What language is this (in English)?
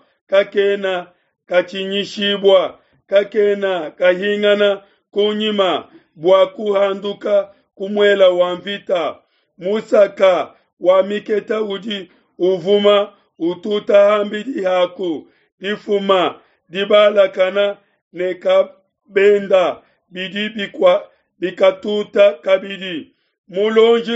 Luba-Lulua